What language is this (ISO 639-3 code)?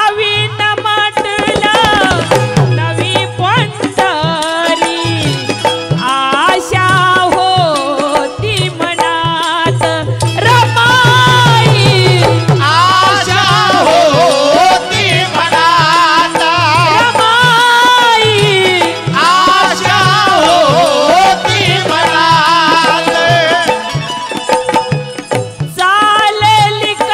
mar